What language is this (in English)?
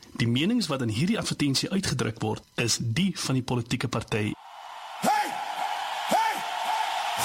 Afrikaans